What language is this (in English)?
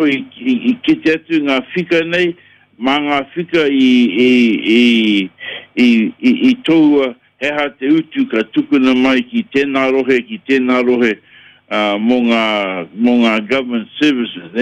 Māori